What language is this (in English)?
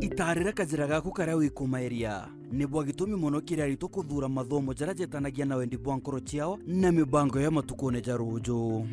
Meru